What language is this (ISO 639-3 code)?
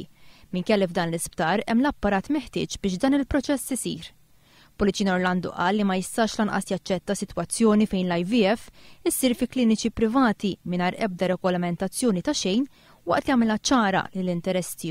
mlt